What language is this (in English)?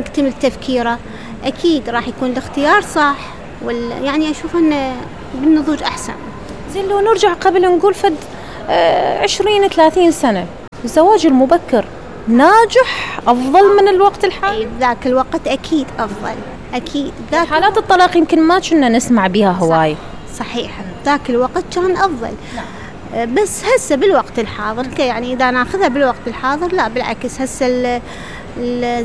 Mesopotamian Arabic